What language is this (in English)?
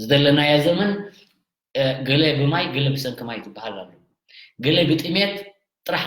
Tigrinya